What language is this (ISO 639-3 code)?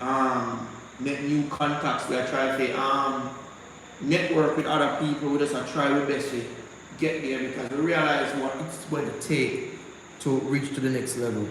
jam